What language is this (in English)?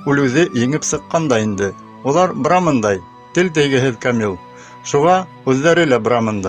Bashkir